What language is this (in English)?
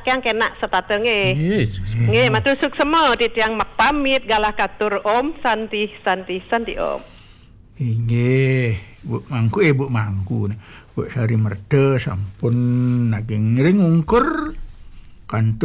Balinese